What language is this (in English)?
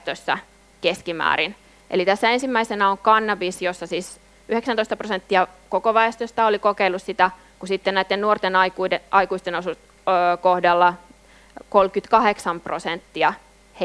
Finnish